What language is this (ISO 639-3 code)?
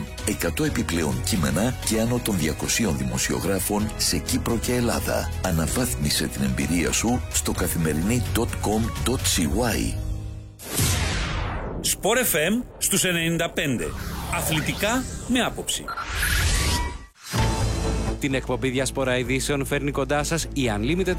ell